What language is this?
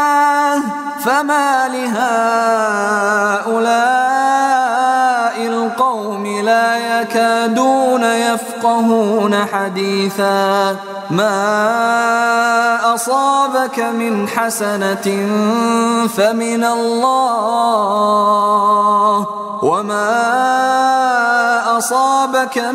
Arabic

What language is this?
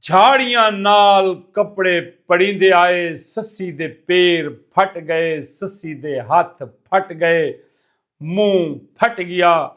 Saraiki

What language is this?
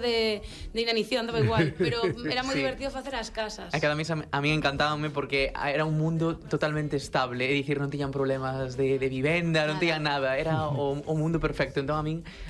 Galician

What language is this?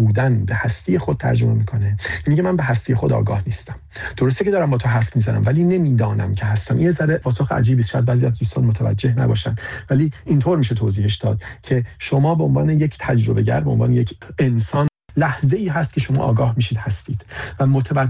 Persian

